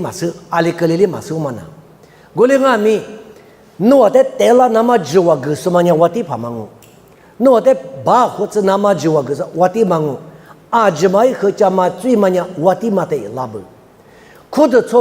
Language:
Lisu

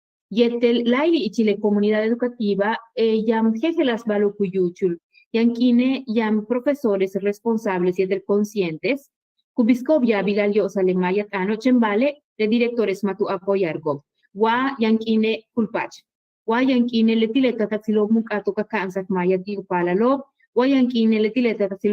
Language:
Yucateco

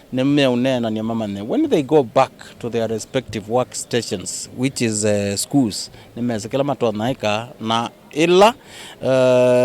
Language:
Kamba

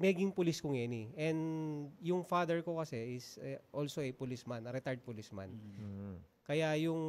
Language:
Pampanga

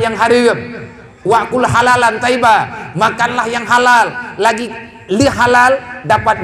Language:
Achinese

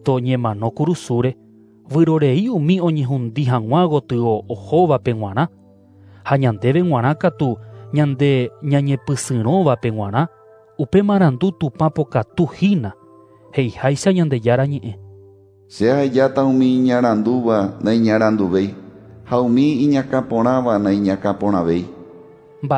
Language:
Guarani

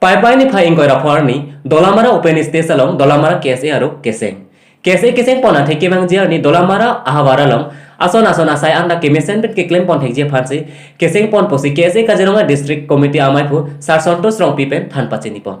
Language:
Karbi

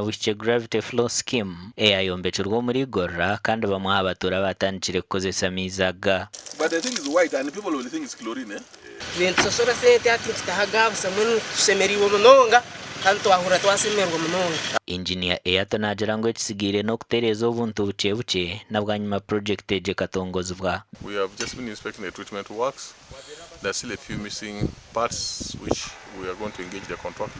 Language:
Nyankole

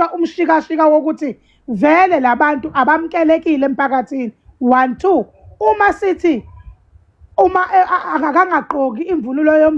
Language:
Zulu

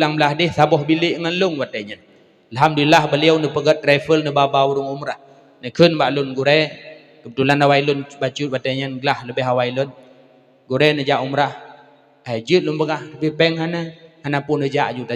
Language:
Achinese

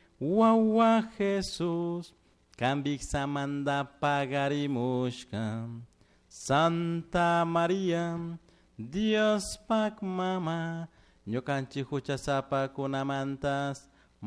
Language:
Chimborazo Highland Quichua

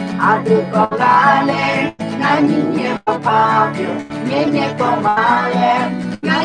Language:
Akha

